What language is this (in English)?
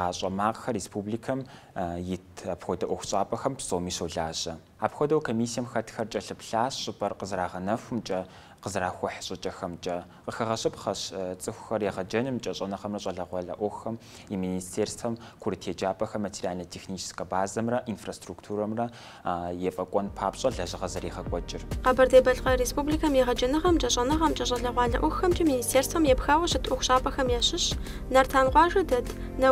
Kabardian